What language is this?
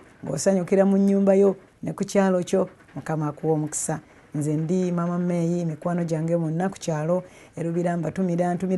Ganda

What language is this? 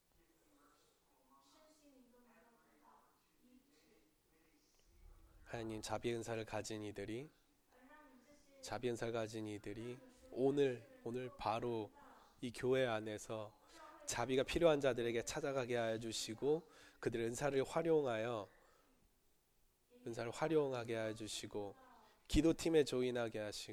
Korean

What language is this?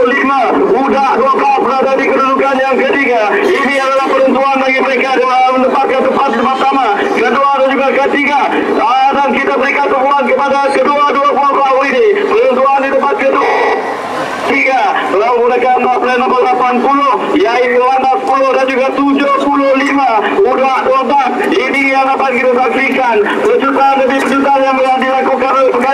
Malay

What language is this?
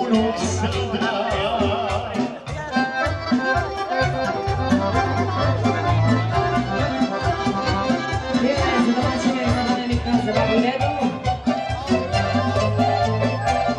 Serbian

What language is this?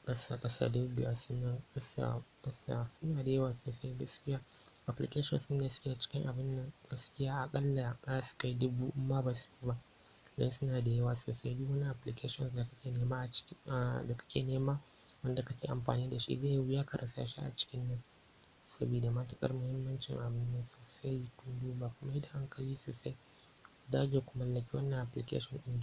Hausa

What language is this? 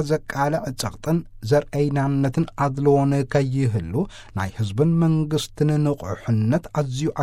Tigrinya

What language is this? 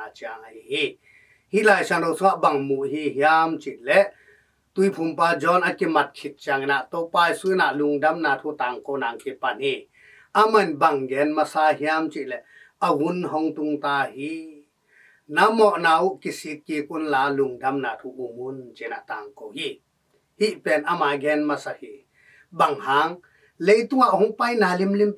Tedim Chin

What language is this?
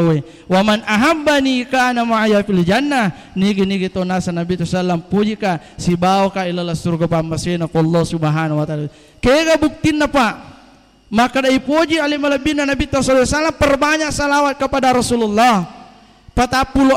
Buginese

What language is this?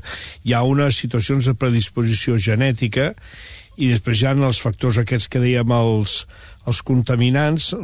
Catalan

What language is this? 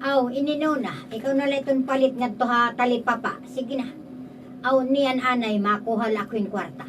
Waray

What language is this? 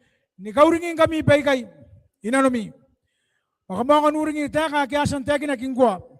Gilbertese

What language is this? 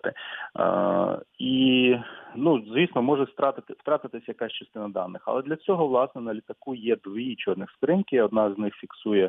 Ukrainian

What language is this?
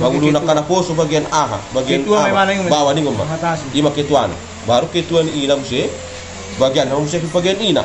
Batak Toba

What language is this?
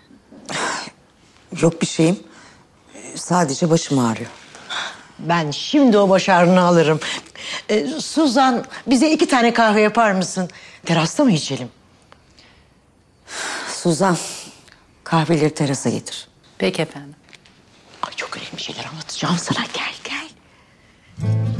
Turkish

